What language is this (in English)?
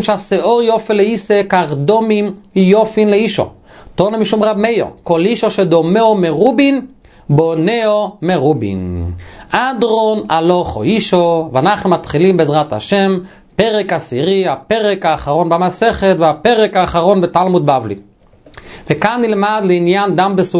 Hebrew